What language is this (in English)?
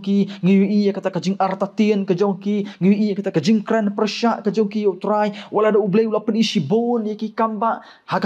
Khasi